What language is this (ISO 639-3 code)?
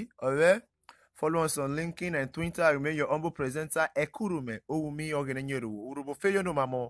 urh